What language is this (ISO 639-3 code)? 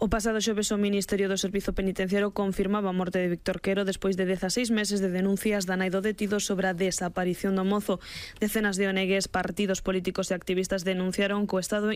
glg